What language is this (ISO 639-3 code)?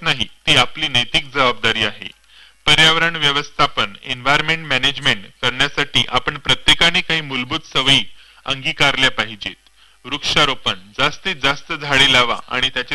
mar